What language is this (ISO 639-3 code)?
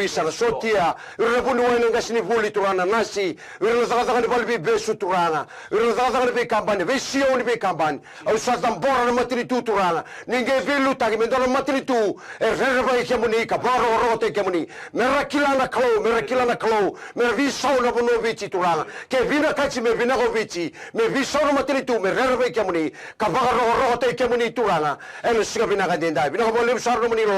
fij